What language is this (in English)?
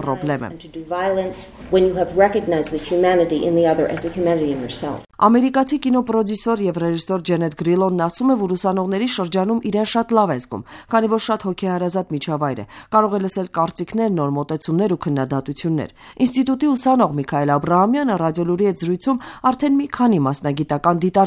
Armenian